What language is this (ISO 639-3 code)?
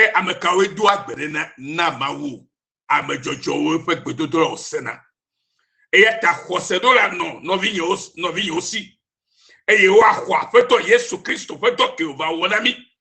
ewe